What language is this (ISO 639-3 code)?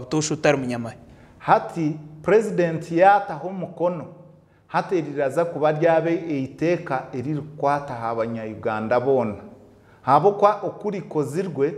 nyn